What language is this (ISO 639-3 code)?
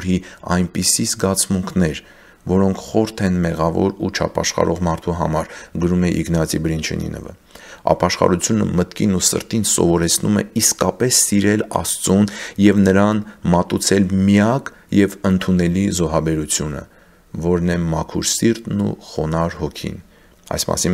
hye